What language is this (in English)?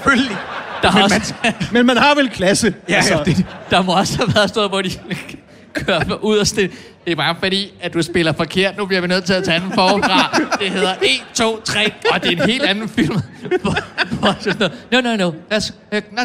Danish